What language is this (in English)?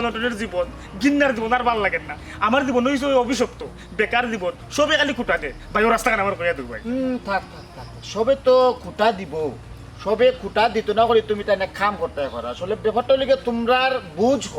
Sylheti